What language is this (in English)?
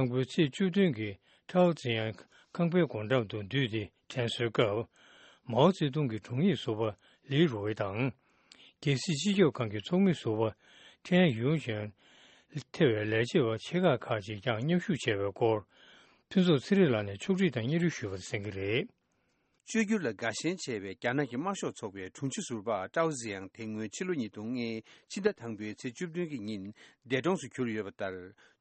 Tibetan